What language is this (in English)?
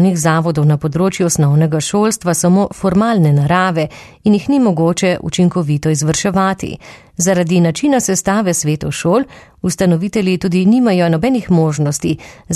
Slovenian